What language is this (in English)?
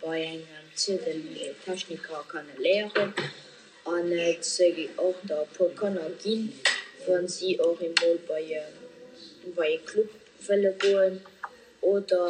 Luxembourgish